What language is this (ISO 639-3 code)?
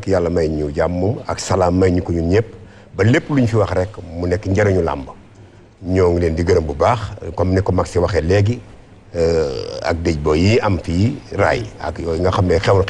wol